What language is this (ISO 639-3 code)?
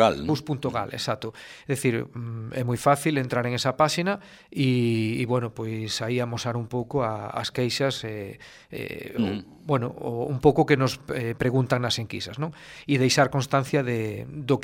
glg